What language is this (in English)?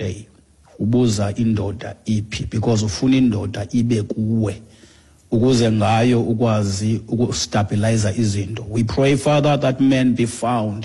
Xhosa